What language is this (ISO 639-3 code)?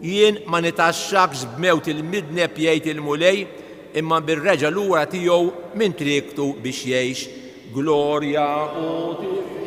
mlt